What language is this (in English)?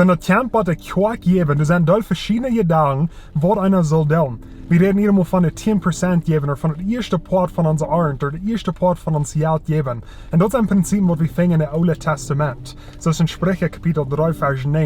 Plautdietsch